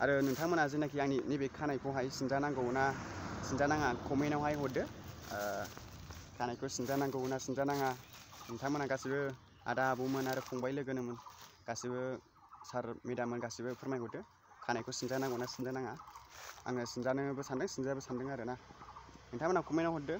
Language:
Bodo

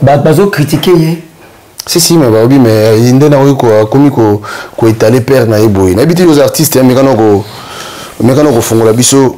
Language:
Lingala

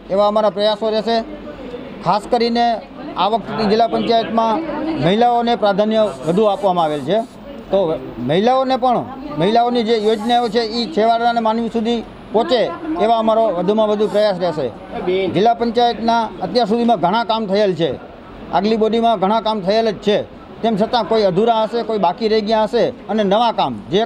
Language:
Gujarati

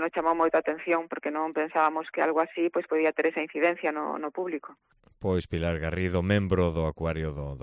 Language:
Galician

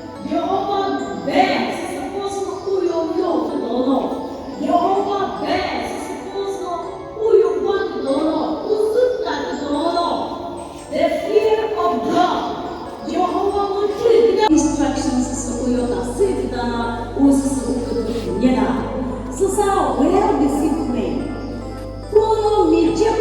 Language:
Chokri Naga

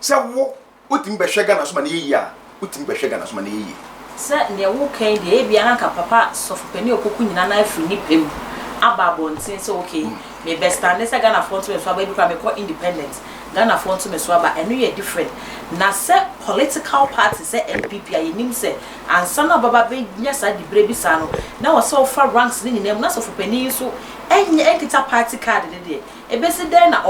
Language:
Akan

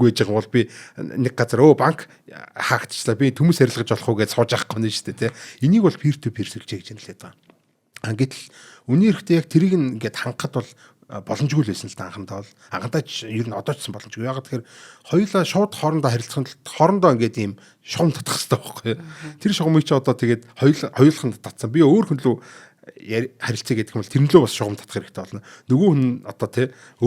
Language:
Mongolian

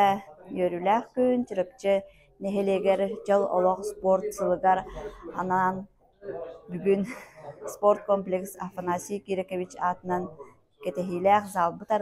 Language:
Yakut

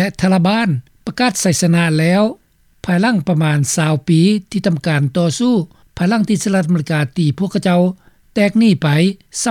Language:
Lao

